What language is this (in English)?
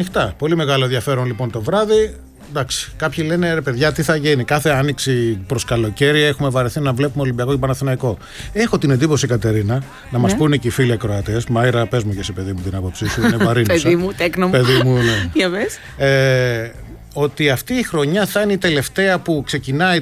Greek